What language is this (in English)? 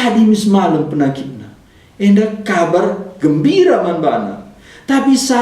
Batak Karo